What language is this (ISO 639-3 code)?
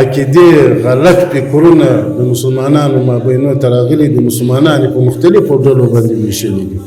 pus